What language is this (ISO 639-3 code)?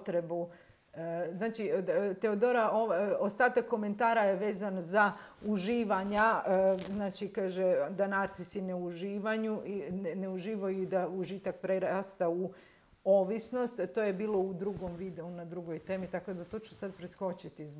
hrv